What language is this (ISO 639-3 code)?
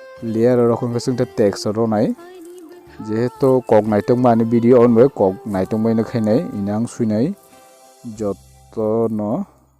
trp